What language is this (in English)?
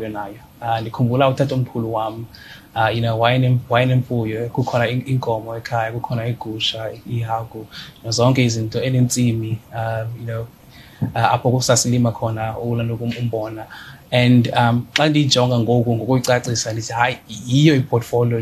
Xhosa